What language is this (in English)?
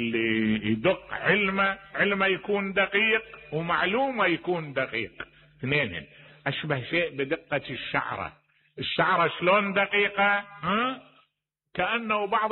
Mesopotamian Arabic